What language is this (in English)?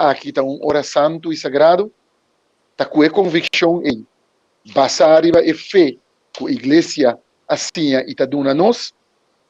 Papiamento